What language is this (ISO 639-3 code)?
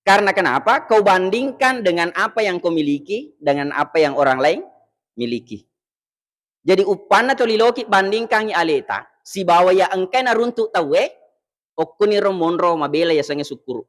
bug